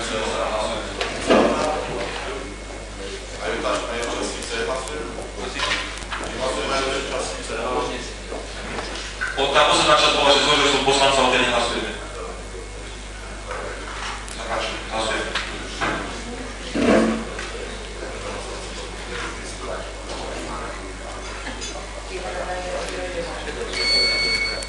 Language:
Slovak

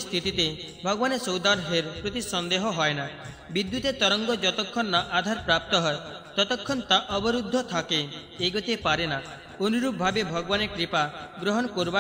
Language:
Bangla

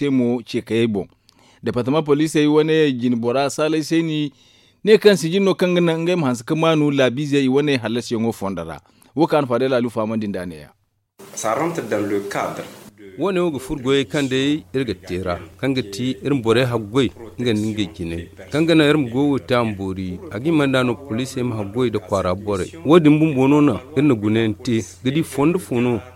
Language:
Zarma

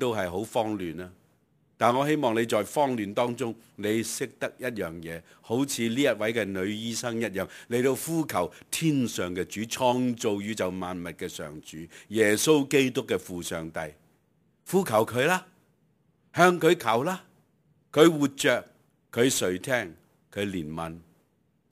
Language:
Cantonese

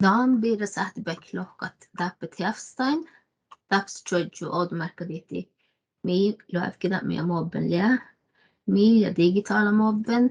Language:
Northern Sami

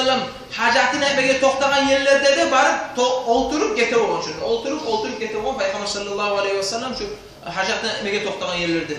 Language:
Kumyk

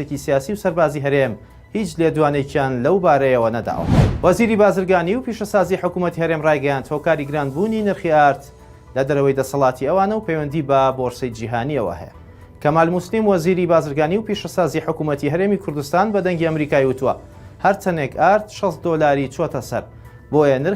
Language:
Central Kurdish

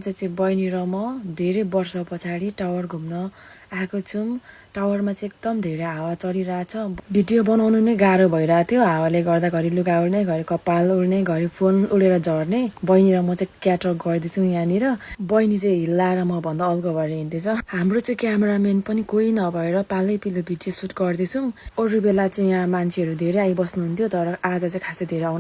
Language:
Nepali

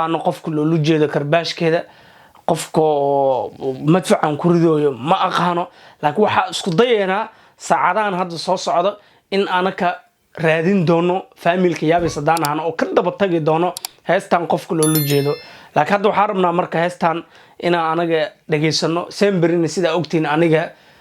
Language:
Somali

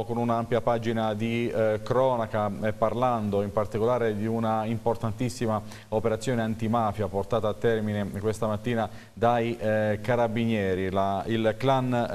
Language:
Italian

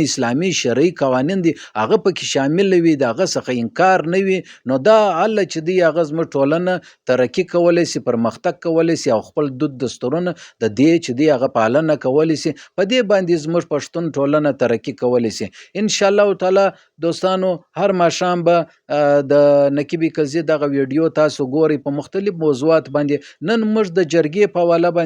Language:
Pashto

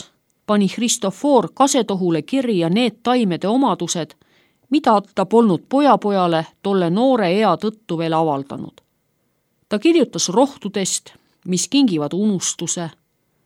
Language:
Estonian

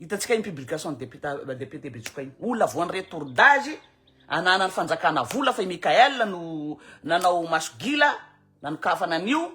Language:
Malagasy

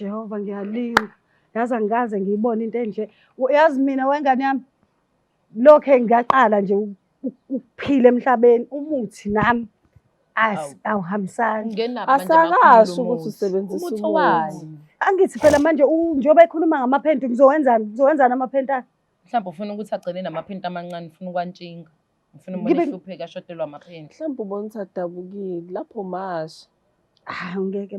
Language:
Zulu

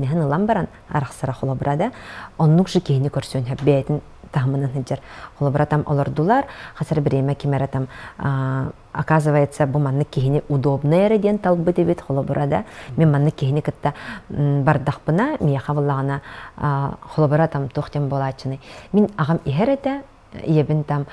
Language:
Yakut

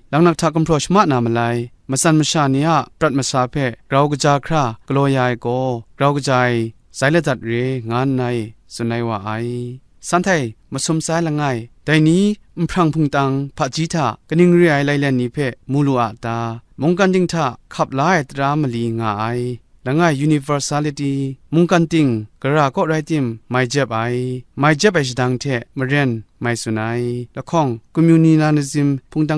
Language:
Kachin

